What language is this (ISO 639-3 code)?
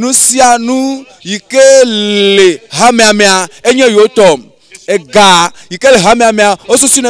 ewe